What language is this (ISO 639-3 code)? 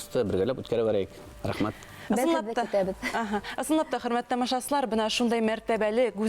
bak